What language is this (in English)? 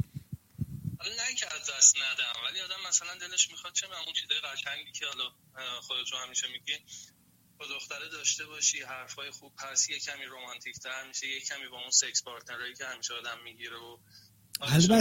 Persian